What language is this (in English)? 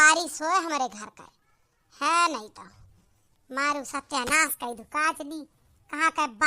Awadhi